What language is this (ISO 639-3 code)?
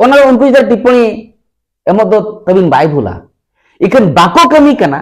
sat